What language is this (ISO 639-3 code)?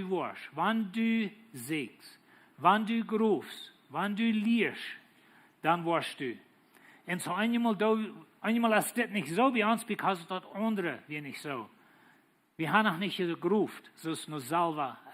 pdt